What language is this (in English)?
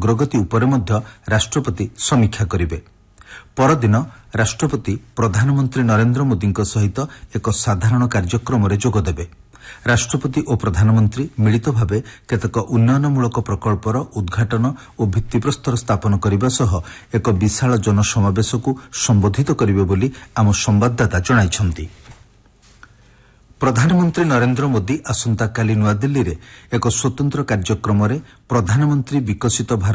Odia